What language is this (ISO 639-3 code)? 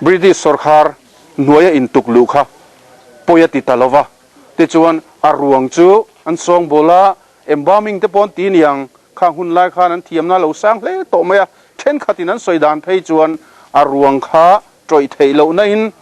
lus